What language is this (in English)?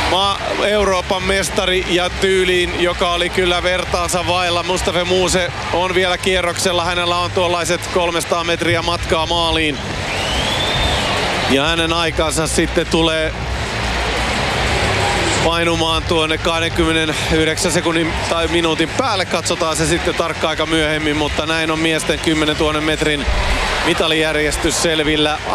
Finnish